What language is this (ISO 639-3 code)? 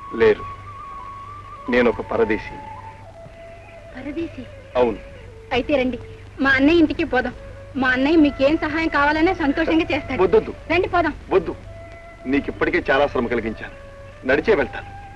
tel